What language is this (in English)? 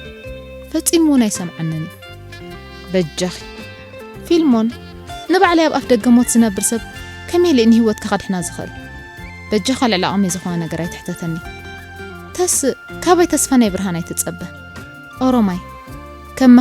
Tigrinya